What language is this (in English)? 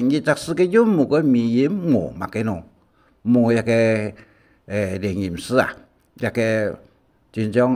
Hakka Chinese